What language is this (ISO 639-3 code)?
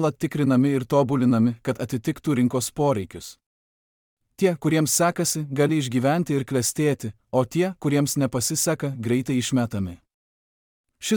lit